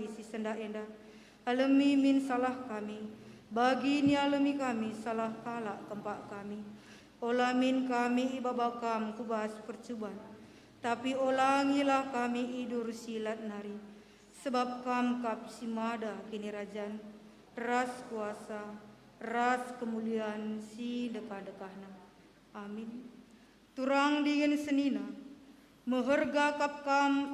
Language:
Batak Karo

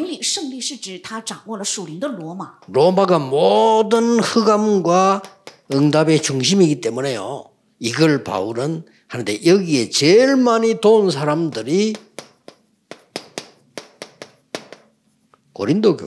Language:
Korean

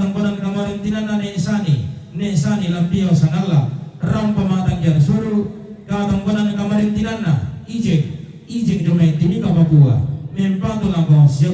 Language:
Toraja-Sa'dan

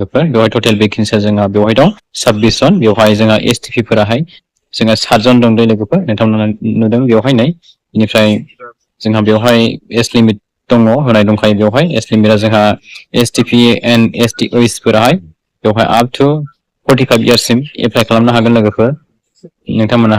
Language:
Bodo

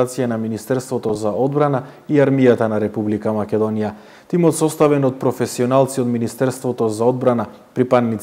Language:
Macedonian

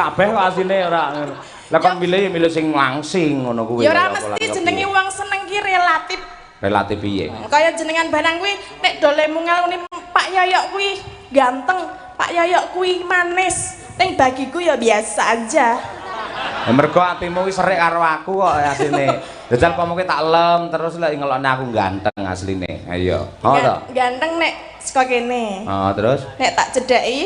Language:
Javanese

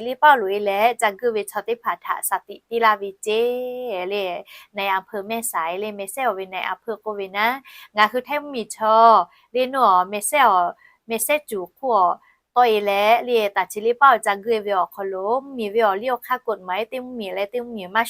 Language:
Lahu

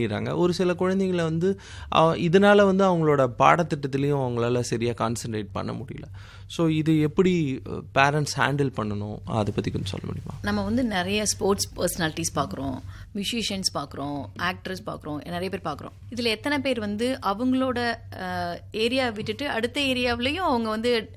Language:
Tamil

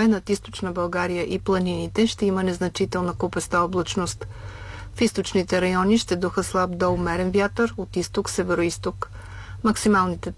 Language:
Bulgarian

